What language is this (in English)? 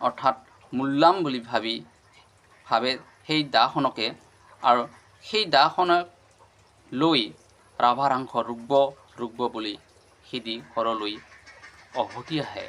Assamese